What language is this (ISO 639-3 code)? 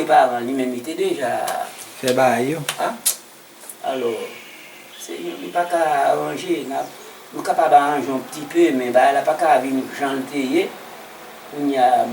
hat